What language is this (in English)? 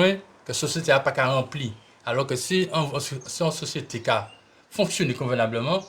Guadeloupean Creole French